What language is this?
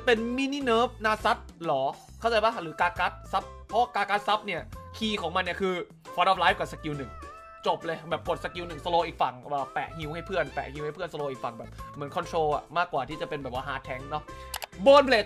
Thai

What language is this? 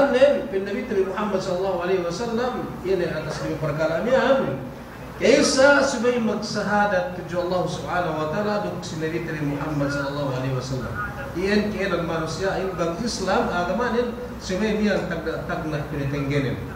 Yakan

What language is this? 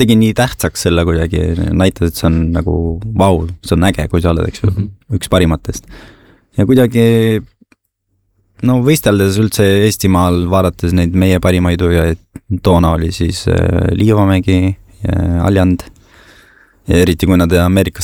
Estonian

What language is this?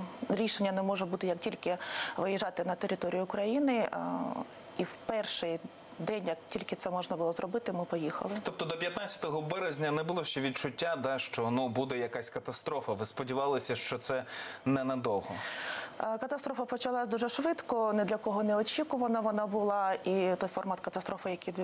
Ukrainian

